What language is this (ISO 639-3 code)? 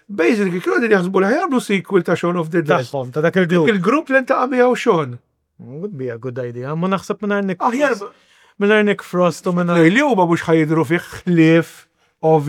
mlt